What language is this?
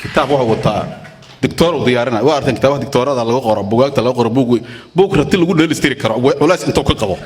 Somali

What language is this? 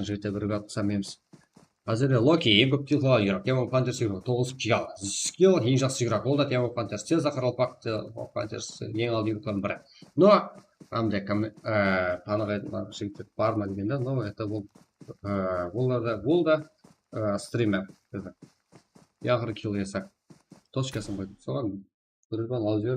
Kara-Kalpak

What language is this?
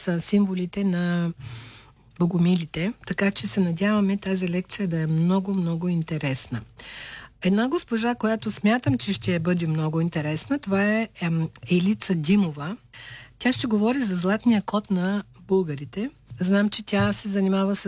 Bulgarian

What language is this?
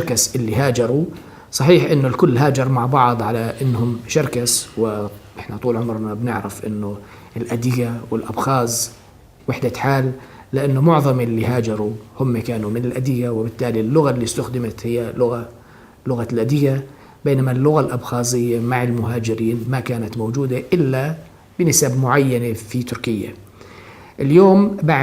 North Levantine Arabic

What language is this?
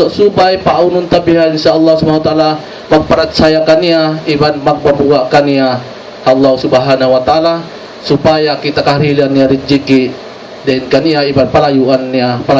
Tausug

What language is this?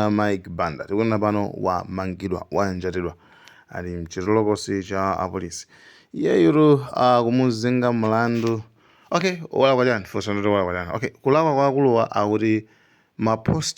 Nyanja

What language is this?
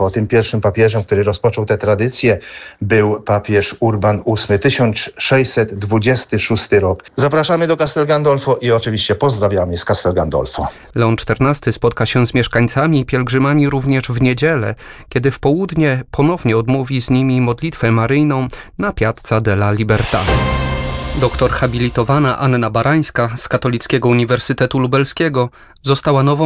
Polish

